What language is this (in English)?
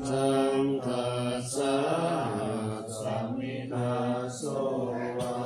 Pali